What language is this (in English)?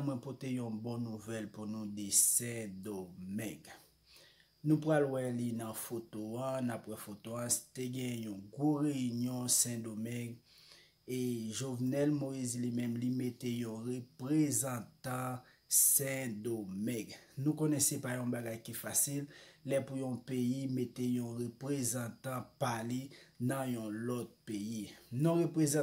Haitian Creole